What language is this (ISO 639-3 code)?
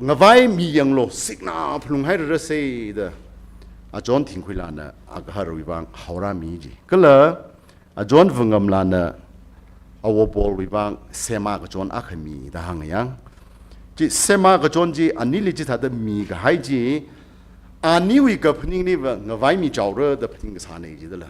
nmf